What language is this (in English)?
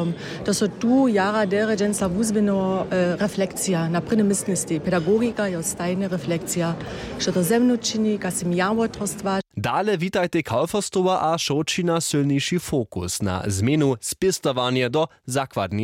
Upper Sorbian